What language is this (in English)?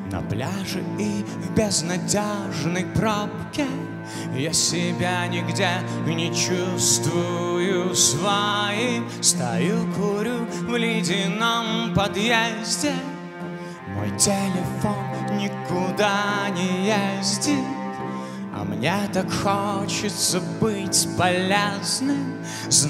Russian